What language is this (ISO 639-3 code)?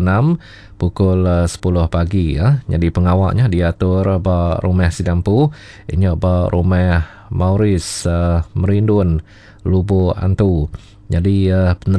iba